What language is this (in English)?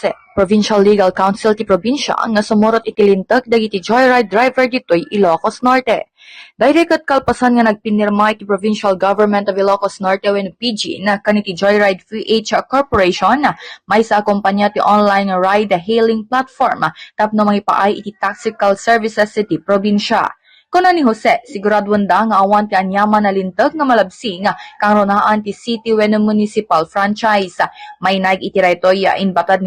Iloko